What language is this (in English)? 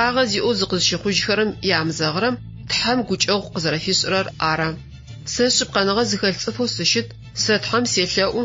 Adyghe